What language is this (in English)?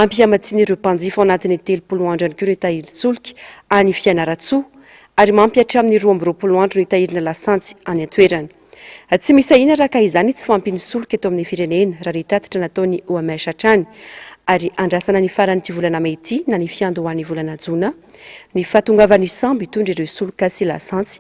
Malagasy